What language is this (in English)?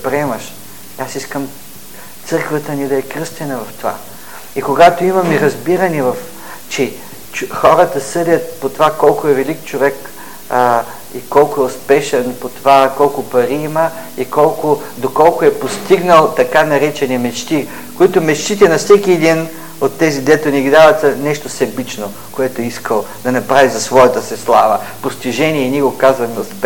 Bulgarian